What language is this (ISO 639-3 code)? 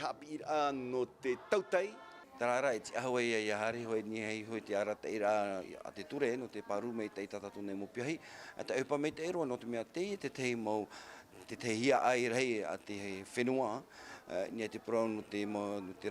tah